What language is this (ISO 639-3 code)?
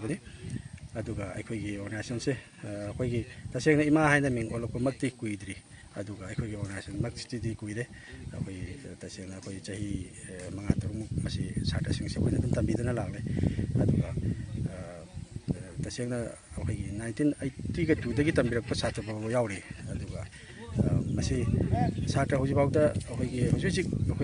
mni